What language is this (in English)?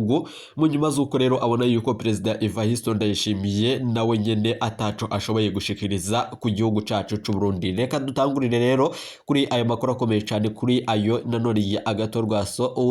Rundi